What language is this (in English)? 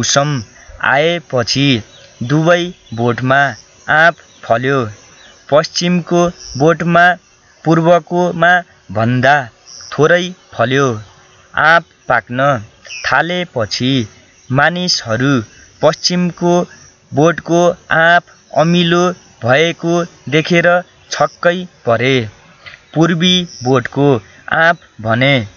Nepali